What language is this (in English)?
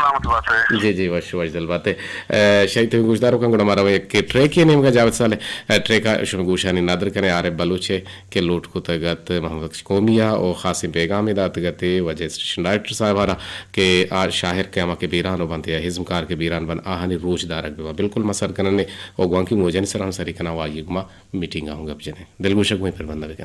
Eastern Balochi